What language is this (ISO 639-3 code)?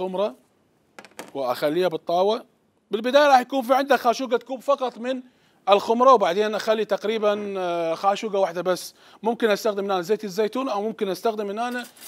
acm